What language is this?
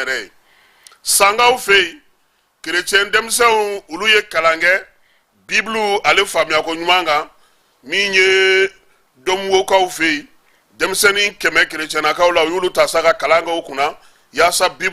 Bambara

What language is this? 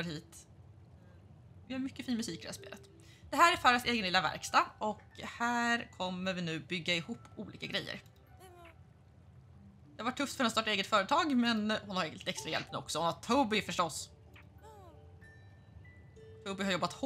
Swedish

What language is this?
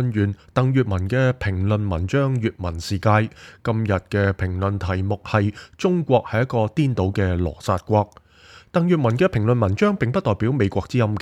Cantonese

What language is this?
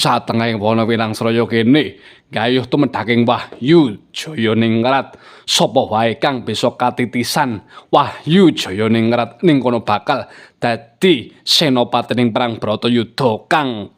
Javanese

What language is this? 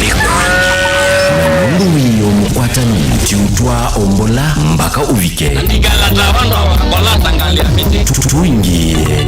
Kamba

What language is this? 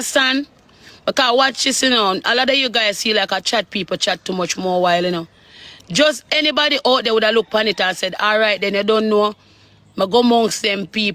Jamaican Creole English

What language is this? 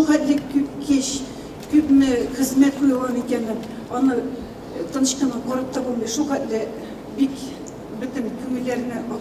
Tatar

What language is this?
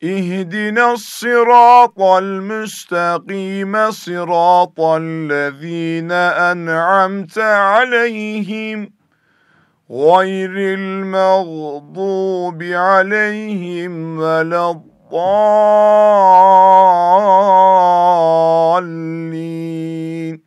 Kurdish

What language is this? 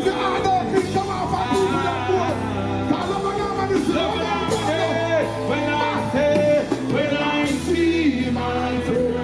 Jamaican Creole English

